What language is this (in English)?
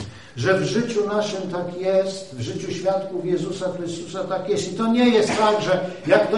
Polish